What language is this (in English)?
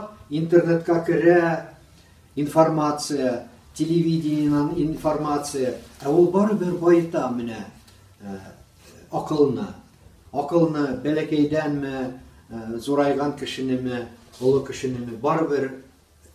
Tatar